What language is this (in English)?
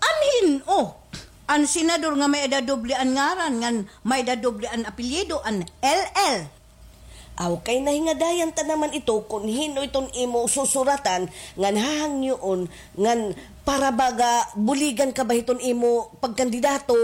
Waray